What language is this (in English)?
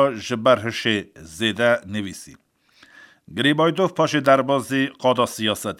Kurdish